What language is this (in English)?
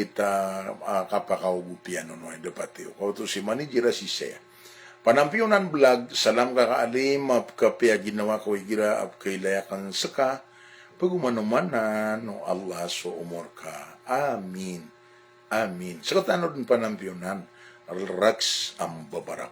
Maranao